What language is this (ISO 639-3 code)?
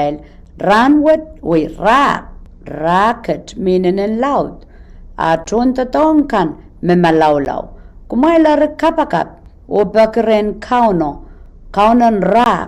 pon